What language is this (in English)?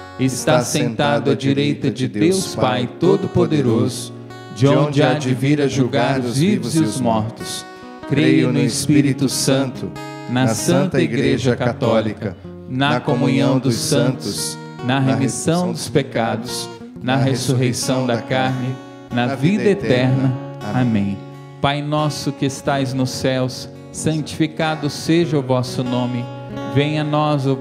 Portuguese